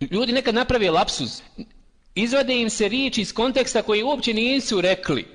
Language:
Bosnian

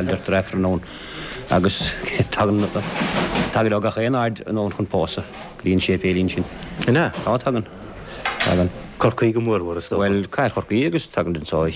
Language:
Irish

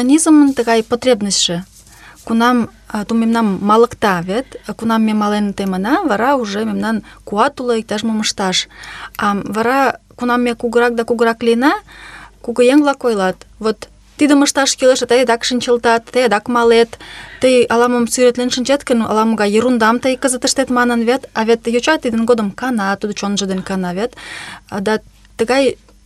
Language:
Mari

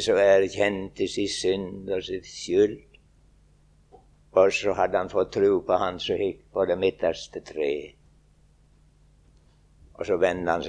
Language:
Norwegian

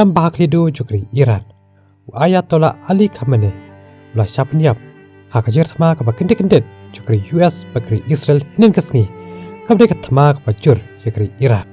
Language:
Khasi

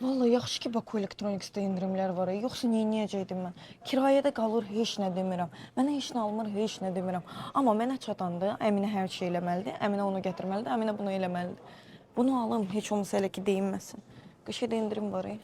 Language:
Azerbaijani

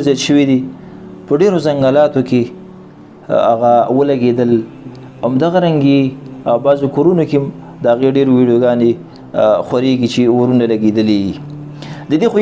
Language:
Pashto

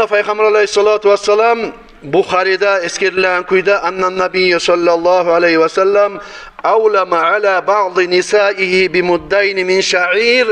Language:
Kumyk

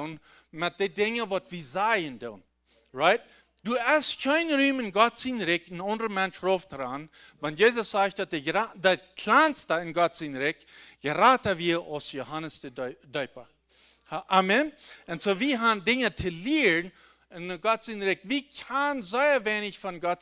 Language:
Plautdietsch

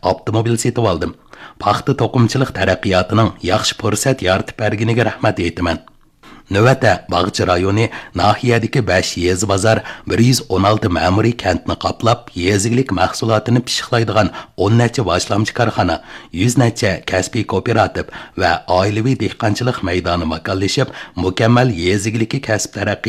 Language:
Uyghur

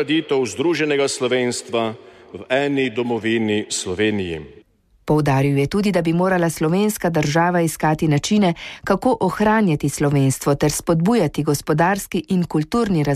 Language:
Slovenian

